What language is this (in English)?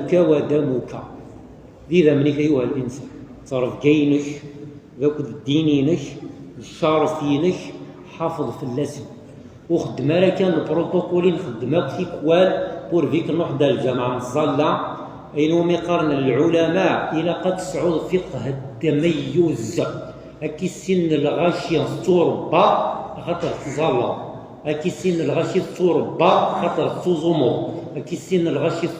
Kabyle